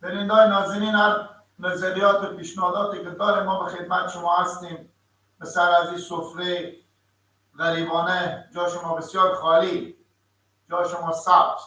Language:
Persian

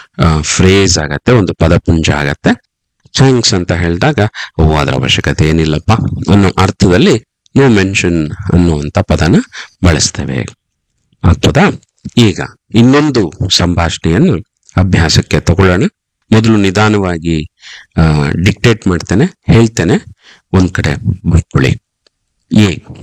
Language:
Kannada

